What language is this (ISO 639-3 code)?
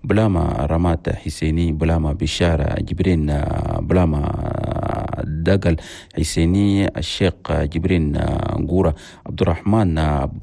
shu